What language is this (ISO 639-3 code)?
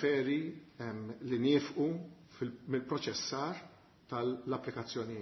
mlt